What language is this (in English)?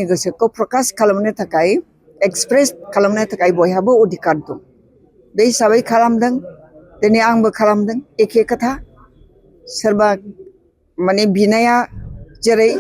Bodo